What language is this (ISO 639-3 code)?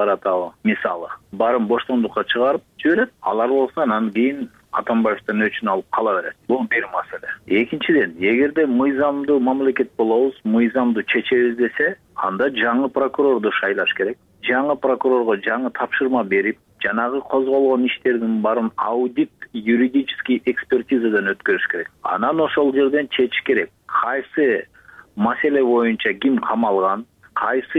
kir